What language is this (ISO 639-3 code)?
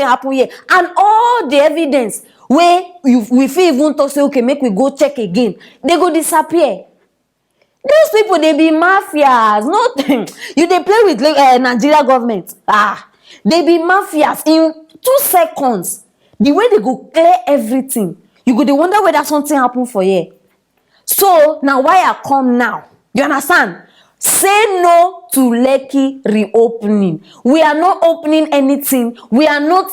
pcm